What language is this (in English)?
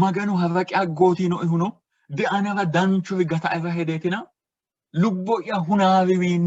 Sidamo